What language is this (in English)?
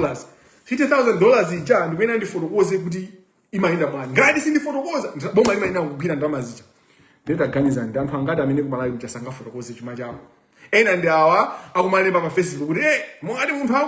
Nyanja